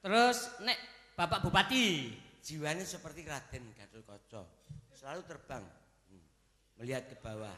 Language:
Javanese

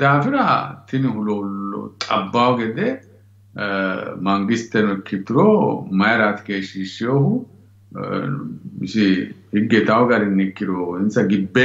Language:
Sidamo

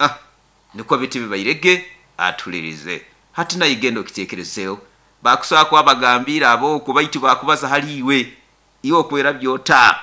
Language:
Nyoro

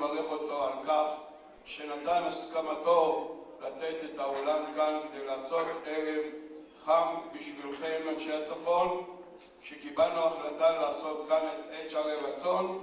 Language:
Hebrew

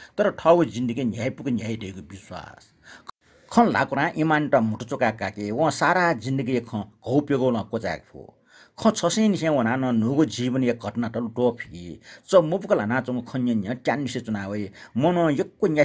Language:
Newari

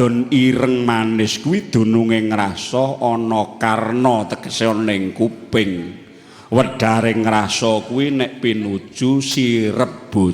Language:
Javanese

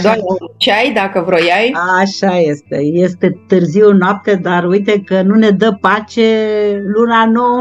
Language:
Romanian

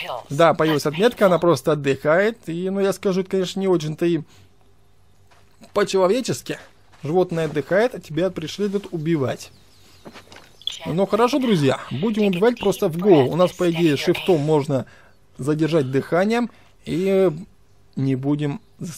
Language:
Russian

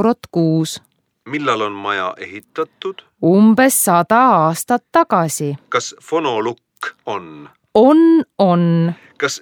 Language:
Estonian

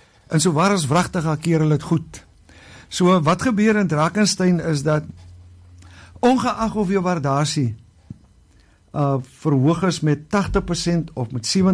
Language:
Afrikaans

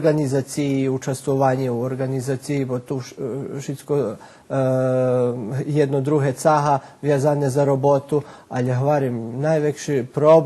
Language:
Rusyn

